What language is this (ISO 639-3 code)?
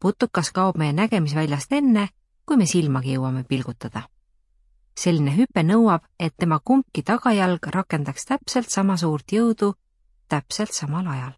est